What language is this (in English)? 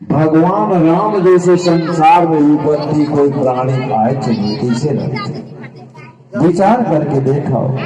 Chhattisgarhi